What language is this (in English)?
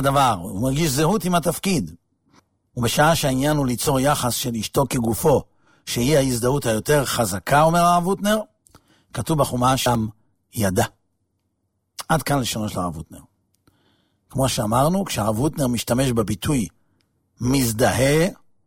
Hebrew